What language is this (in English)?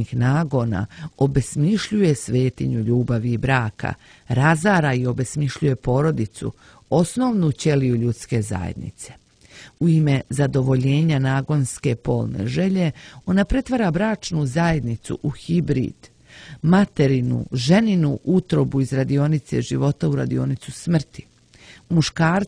Serbian